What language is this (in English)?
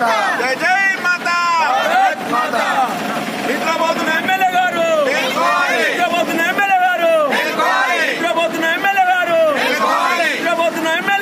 Telugu